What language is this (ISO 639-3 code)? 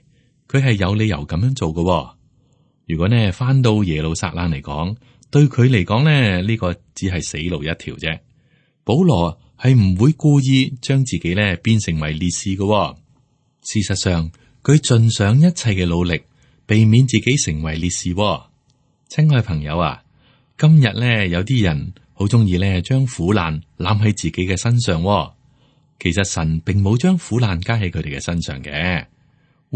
yue